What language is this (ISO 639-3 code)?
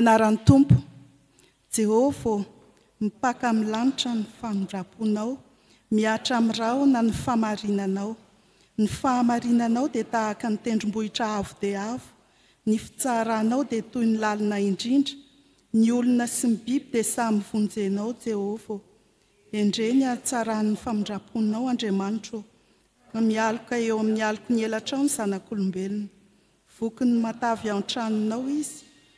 mlg